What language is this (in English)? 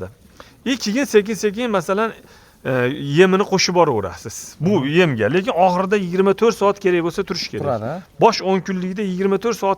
Uzbek